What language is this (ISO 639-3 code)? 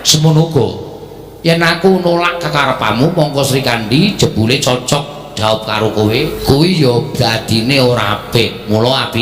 jav